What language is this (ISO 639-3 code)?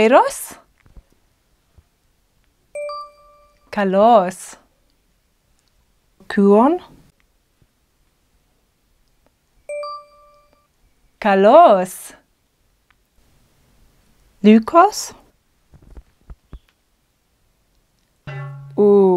ell